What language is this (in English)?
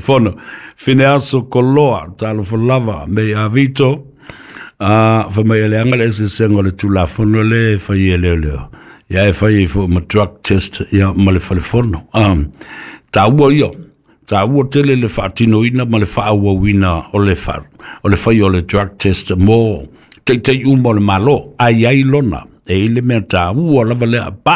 Samoan